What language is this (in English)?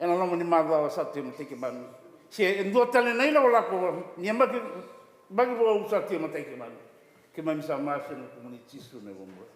Fijian